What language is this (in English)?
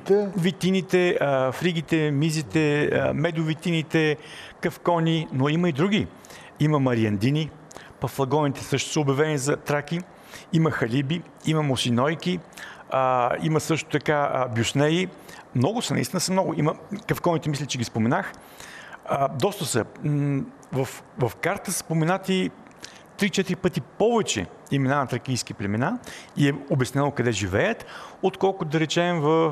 Bulgarian